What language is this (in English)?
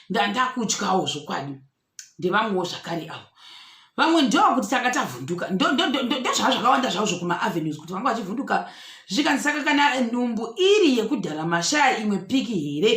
Shona